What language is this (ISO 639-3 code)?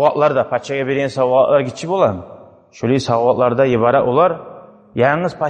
kum